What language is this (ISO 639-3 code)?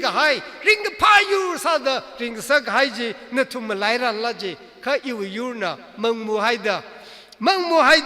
nmf